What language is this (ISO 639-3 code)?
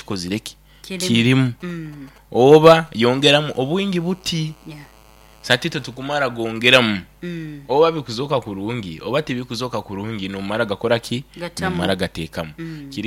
nyo